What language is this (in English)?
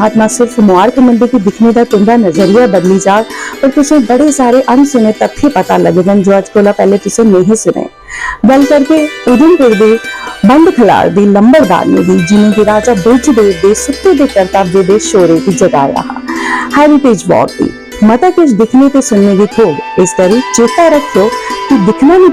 Dogri